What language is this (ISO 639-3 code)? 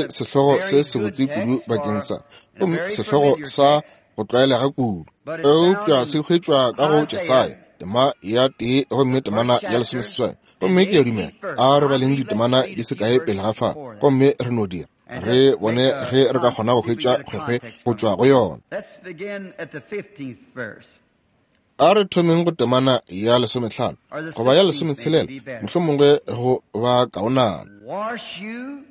nso